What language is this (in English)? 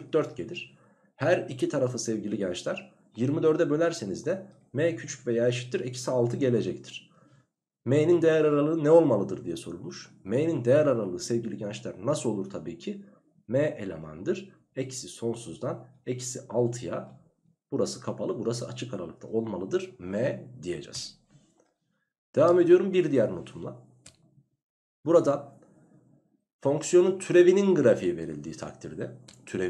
Turkish